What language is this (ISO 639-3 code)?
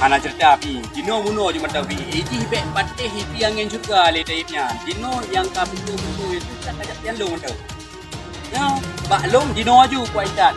ace